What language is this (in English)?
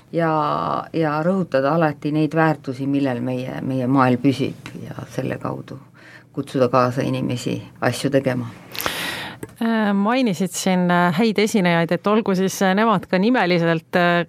Estonian